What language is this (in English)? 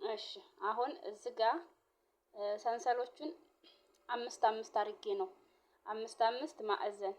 Amharic